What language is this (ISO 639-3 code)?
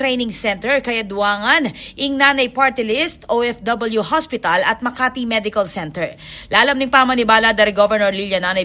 pam